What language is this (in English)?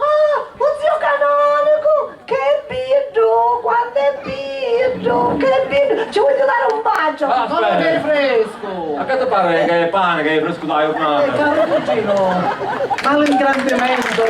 Sicilian